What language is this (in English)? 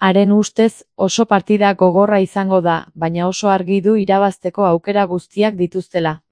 Basque